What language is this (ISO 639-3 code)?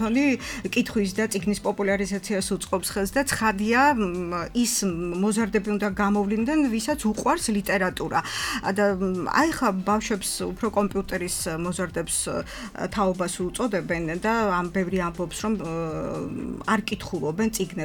kat